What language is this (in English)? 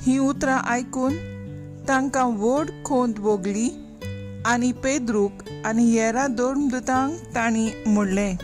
Konkani